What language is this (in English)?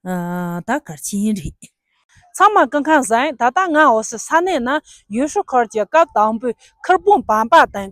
Tibetan